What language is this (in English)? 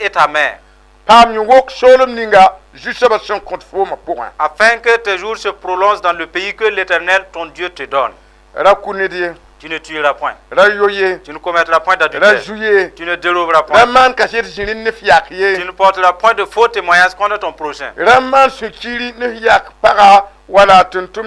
Mossi